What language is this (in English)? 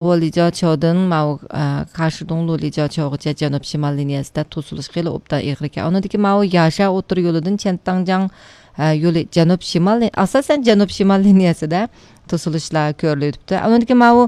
Uyghur